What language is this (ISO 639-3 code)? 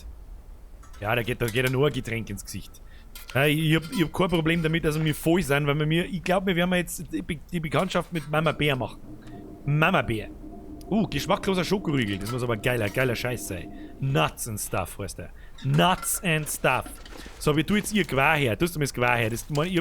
bar